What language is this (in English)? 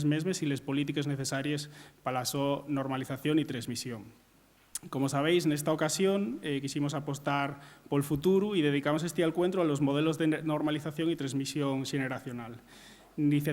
Asturian